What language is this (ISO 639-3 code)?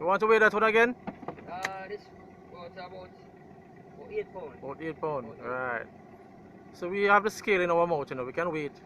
jam